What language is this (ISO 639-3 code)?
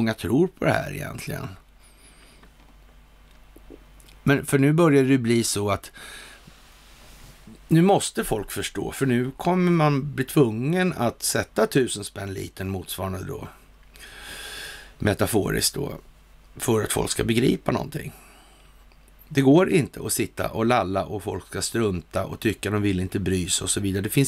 swe